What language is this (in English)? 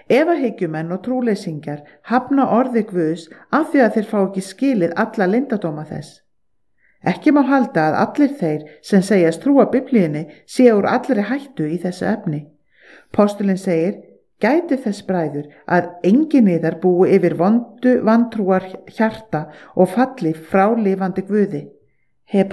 Icelandic